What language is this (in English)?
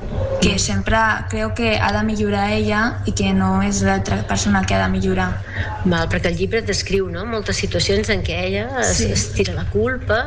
Catalan